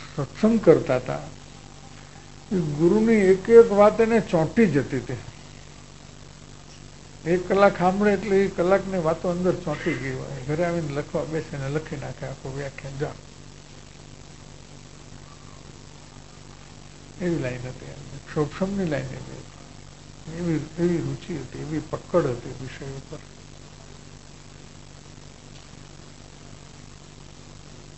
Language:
Gujarati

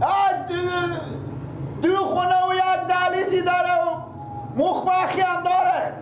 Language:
Persian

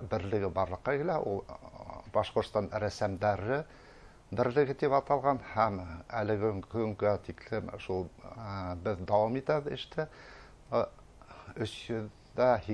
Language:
Bashkir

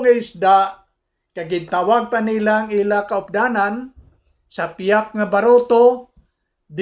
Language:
Hiligaynon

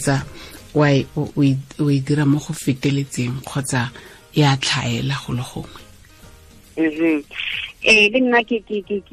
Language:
Tswana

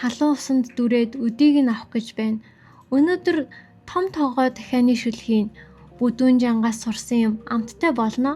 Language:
Mongolian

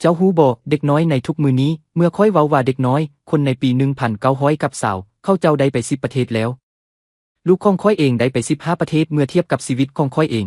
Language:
Lao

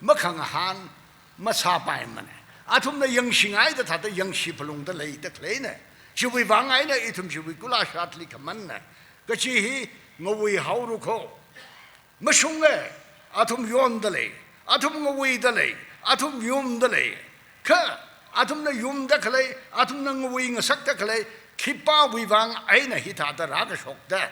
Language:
Tangkhul Naga (India)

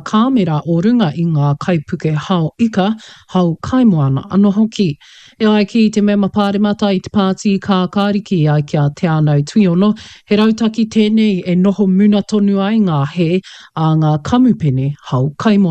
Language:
Māori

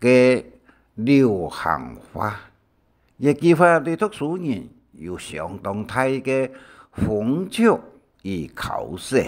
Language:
Hakka Chinese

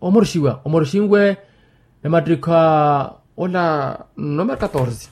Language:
Makhuwa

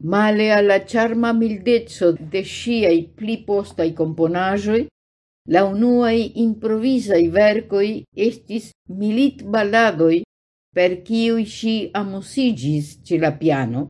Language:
Esperanto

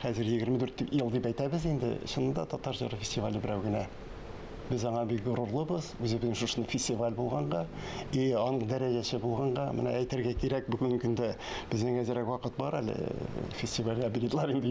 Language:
Tatar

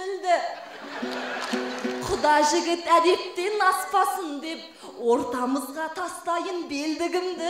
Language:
Kazakh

